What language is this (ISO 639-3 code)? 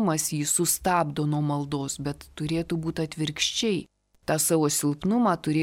lit